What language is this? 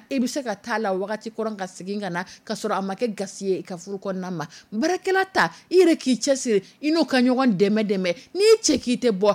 Dyula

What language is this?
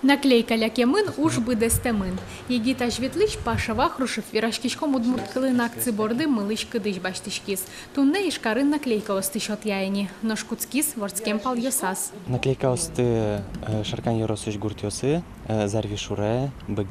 Udmurt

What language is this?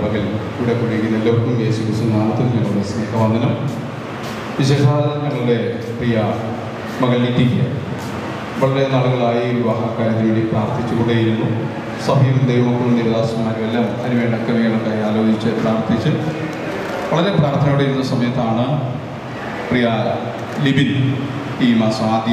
Malayalam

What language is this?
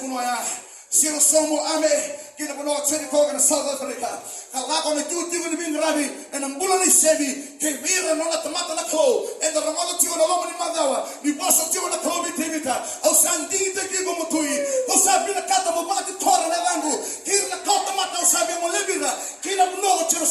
Fijian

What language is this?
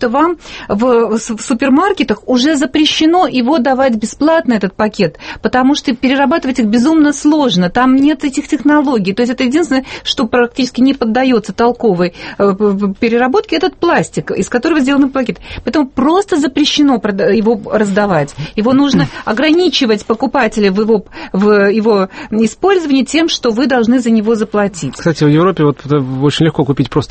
Russian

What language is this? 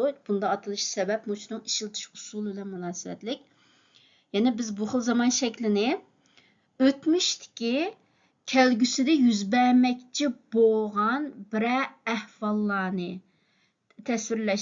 Uyghur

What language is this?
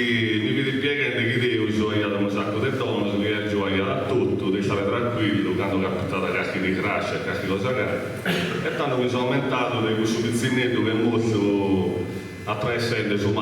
Sardinian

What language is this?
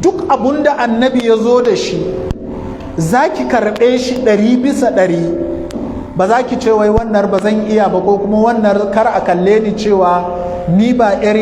Hausa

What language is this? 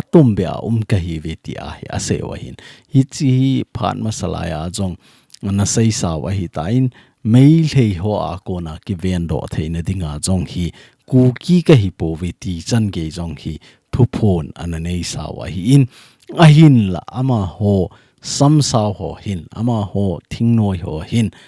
Thado Chin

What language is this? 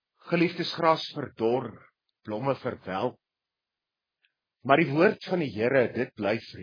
Afrikaans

